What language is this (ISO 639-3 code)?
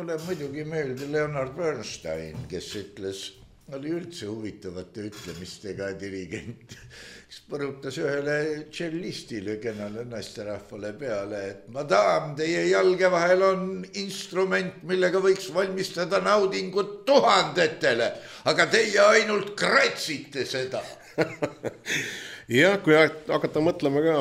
est